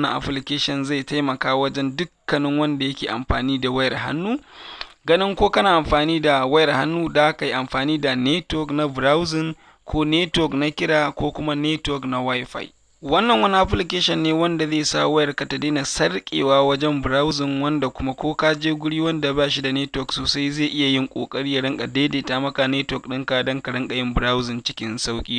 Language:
Hausa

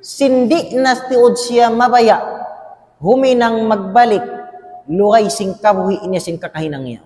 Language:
Tausug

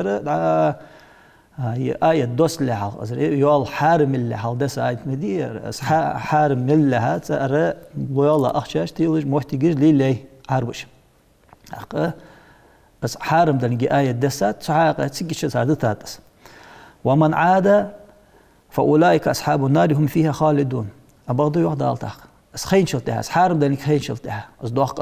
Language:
Ingush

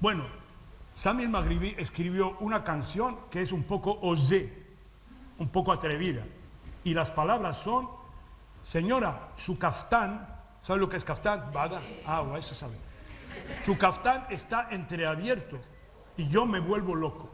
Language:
Ladino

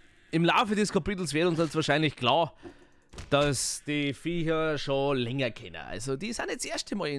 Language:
Bavarian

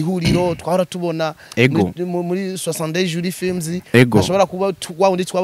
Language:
Rundi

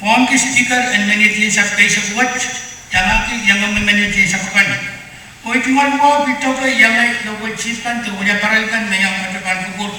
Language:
Pohnpeian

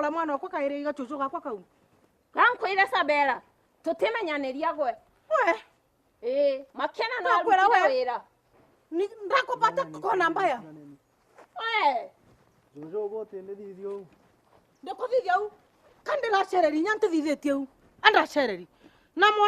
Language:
Meru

